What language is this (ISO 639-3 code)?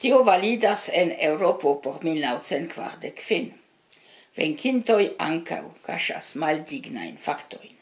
epo